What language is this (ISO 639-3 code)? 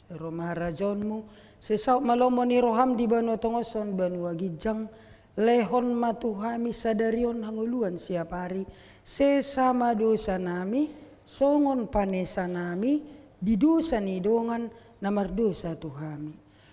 bbc